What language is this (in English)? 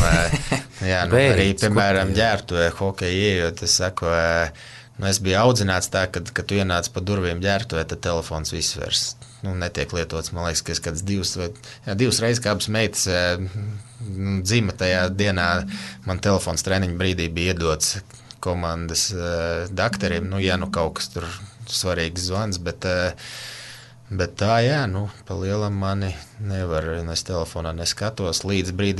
Latvian